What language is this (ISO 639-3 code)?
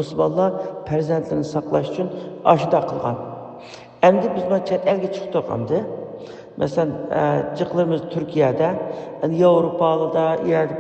uig